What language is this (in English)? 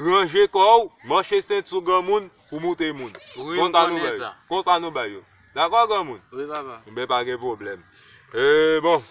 Haitian Creole